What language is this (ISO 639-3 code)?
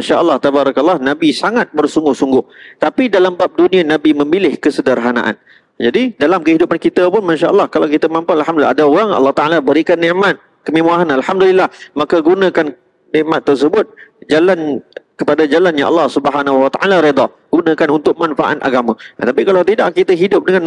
msa